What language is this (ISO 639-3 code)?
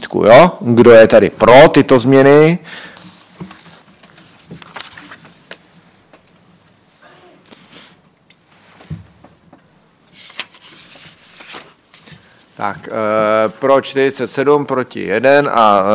ces